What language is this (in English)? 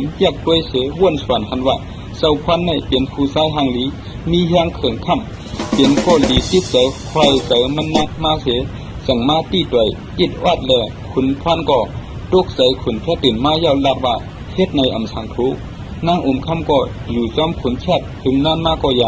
Shan